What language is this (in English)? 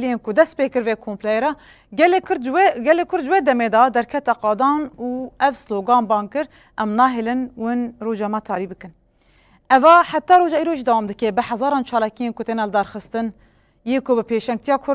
Kurdish